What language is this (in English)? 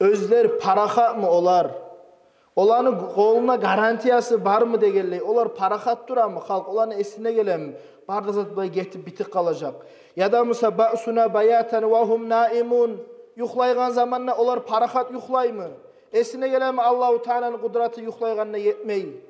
Kumyk